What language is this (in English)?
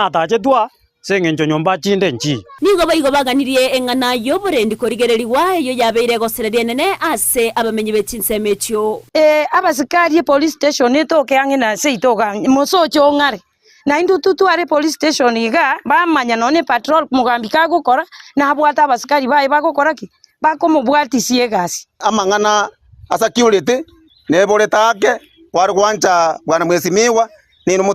Gusii